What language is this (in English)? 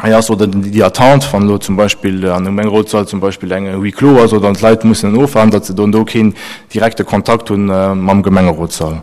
Luxembourgish